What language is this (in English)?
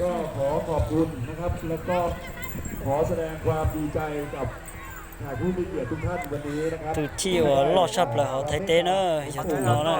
Hmong